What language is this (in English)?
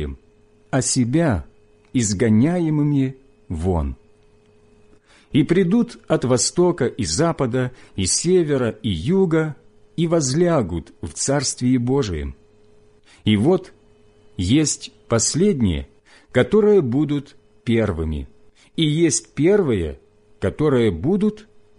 Russian